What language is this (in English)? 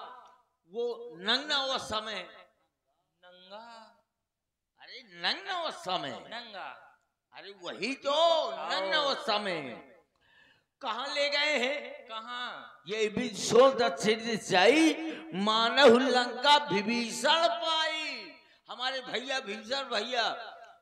Hindi